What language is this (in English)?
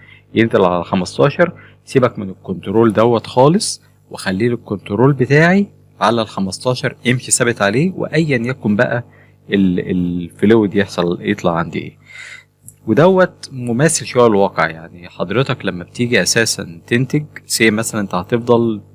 Egyptian Arabic